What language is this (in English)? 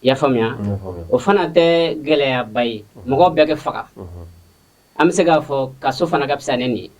Bambara